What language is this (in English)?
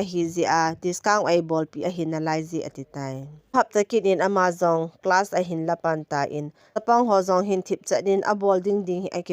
Thado Chin